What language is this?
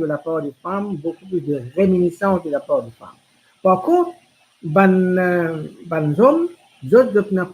Morisyen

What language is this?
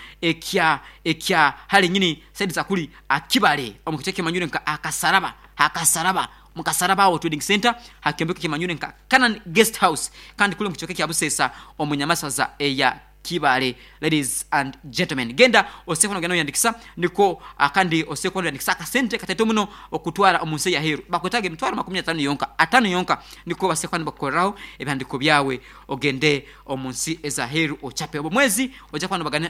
Nyankole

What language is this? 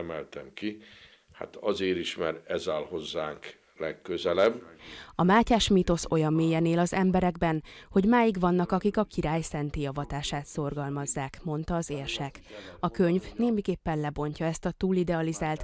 Hungarian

